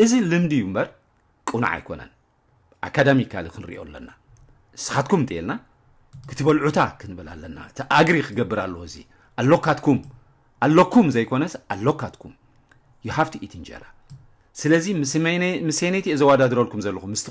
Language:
Tigrinya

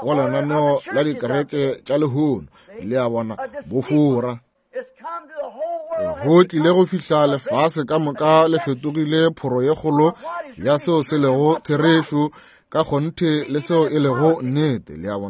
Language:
Northern Sotho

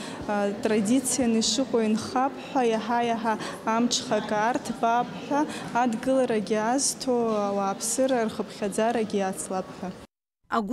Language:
Abkhazian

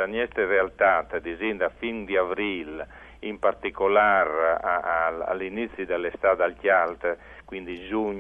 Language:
Friulian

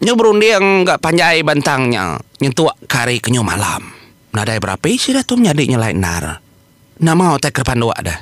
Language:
Iban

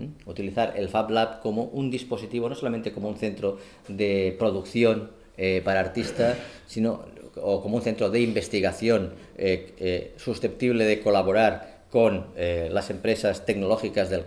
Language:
Spanish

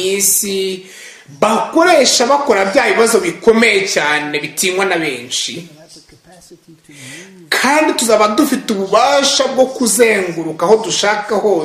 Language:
Kinyarwanda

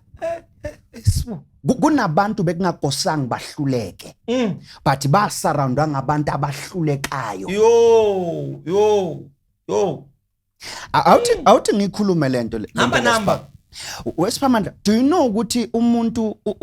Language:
Zulu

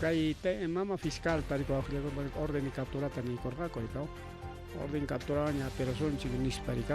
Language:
Ayacucho Quechua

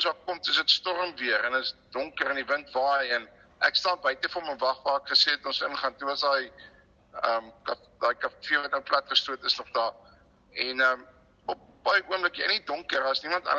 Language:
Afrikaans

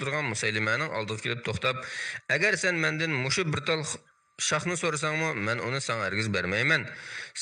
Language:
Uyghur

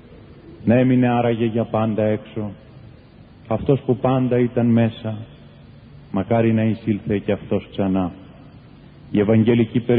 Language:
Greek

